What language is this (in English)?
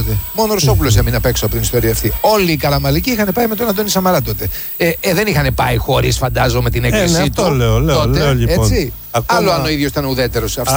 Greek